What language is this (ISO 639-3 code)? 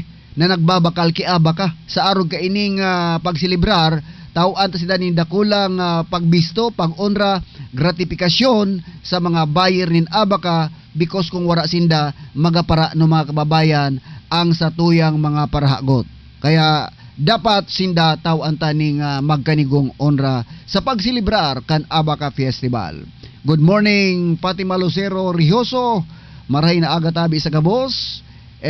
bik